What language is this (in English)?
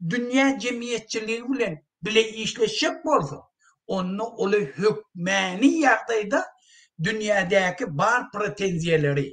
Turkmen